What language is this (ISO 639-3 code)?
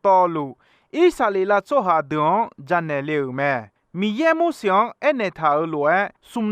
ahk